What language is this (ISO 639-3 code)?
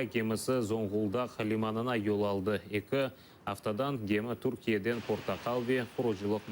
crh